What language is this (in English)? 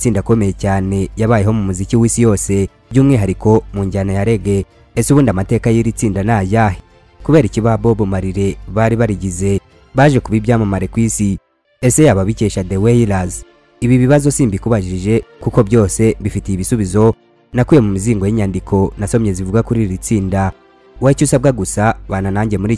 Kinyarwanda